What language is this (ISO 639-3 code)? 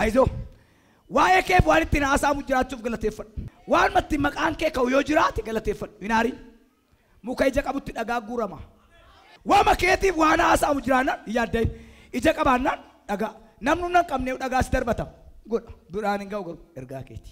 orm